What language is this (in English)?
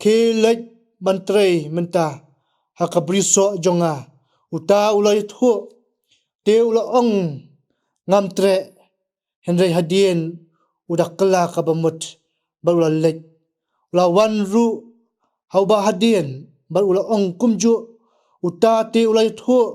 Khasi